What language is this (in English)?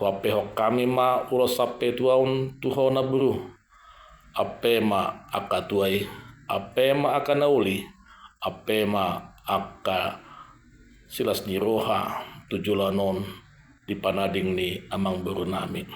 Batak Toba